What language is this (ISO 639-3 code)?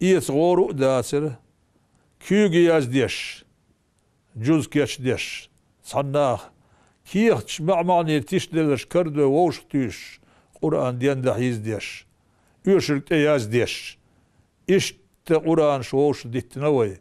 che